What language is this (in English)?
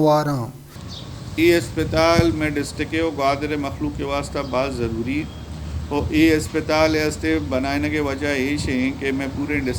Baluchi